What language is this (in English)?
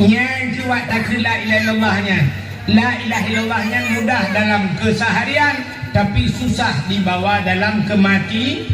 Achinese